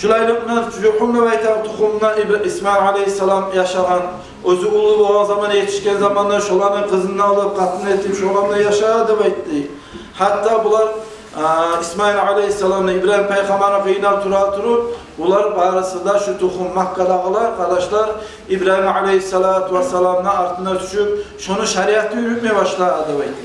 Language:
Kumyk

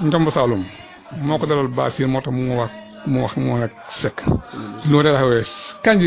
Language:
Wolof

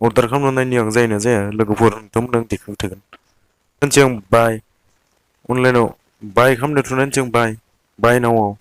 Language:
Bodo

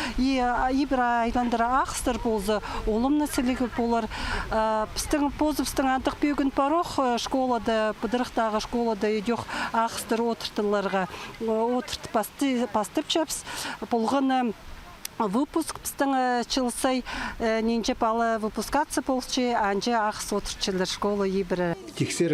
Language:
Khakas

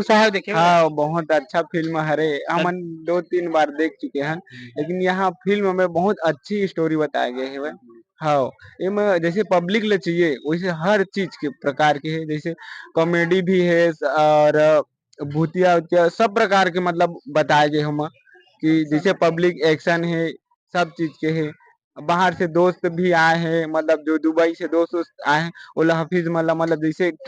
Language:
Chhattisgarhi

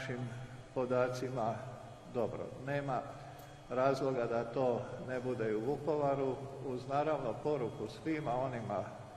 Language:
Croatian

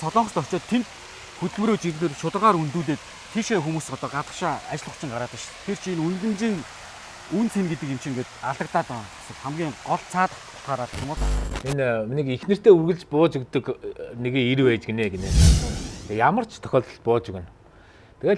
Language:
Mongolian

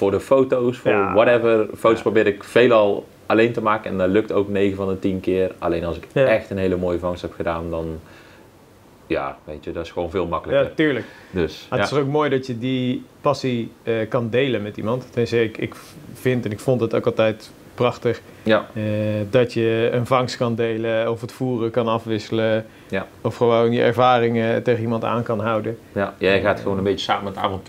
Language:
Dutch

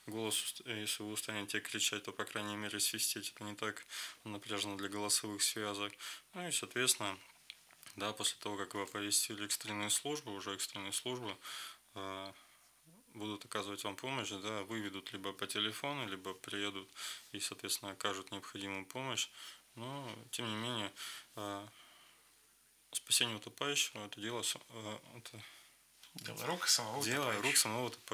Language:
Russian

